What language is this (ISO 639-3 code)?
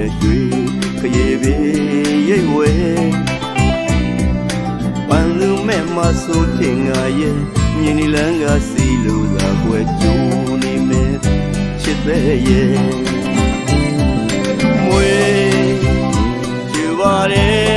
mya